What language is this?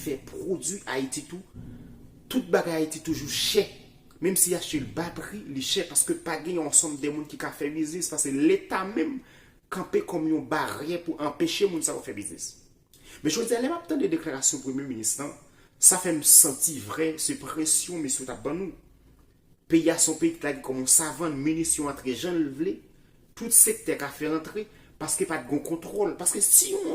Haitian Creole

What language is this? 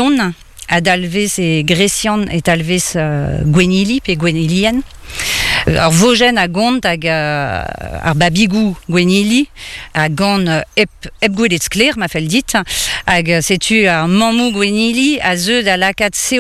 Breton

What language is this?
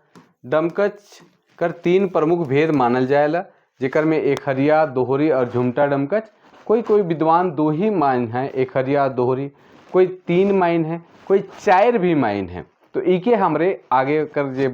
Sadri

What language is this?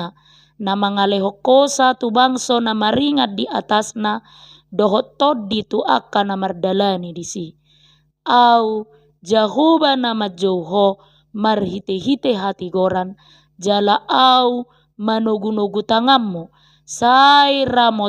Batak Toba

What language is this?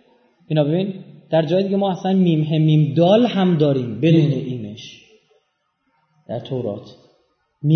Persian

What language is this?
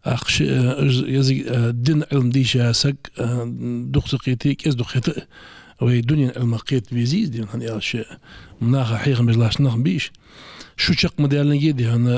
Ingush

